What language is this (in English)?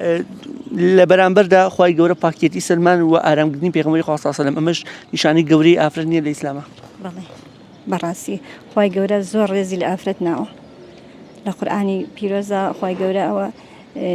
Central Kurdish